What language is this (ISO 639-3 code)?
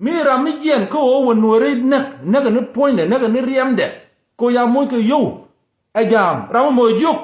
nus